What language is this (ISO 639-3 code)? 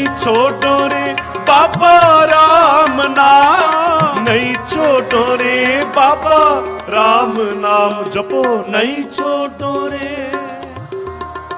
pan